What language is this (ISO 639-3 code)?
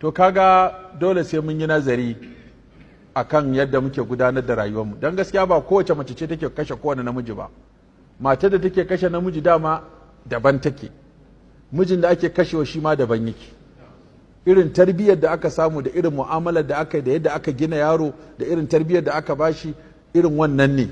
hau